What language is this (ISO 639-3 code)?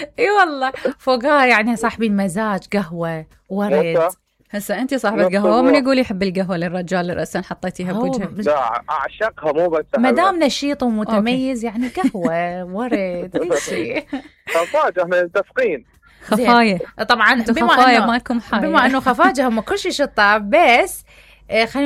acm